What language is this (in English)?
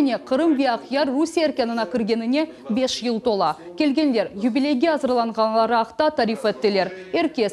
Crimean Tatar